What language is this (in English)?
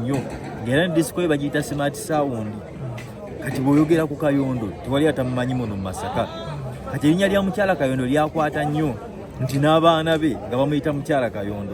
Ganda